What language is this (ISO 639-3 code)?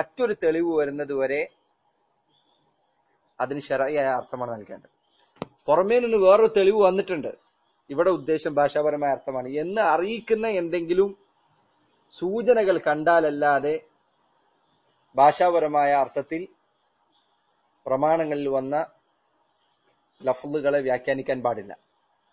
mal